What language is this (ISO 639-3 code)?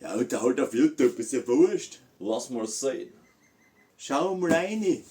bar